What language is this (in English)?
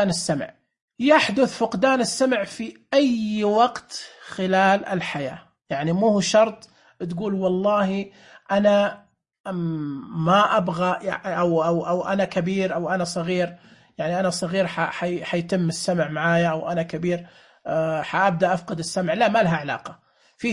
Najdi Arabic